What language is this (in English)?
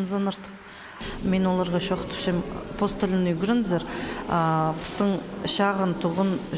Khakas